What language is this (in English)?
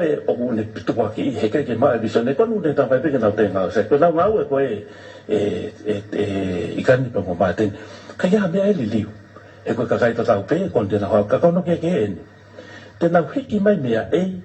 Tongan